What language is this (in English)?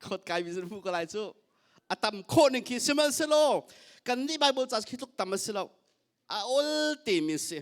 Hakha Chin